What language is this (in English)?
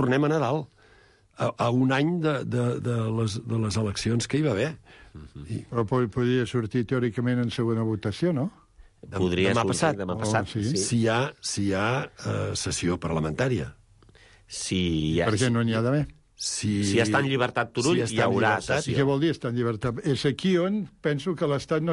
Catalan